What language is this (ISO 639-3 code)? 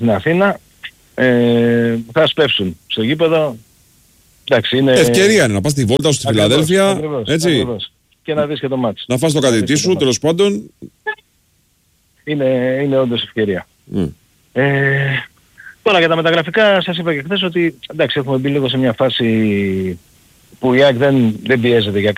ell